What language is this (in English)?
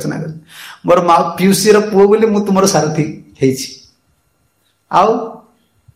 Odia